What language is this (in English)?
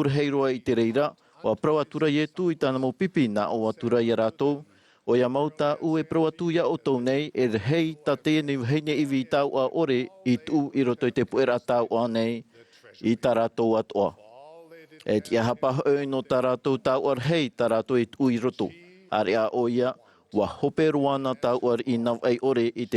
Tahitian